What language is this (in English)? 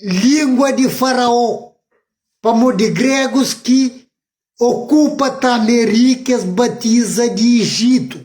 Kabuverdianu